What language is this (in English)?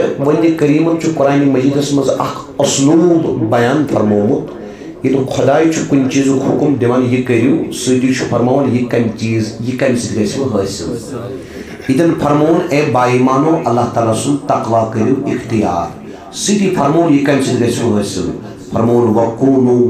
Kashmiri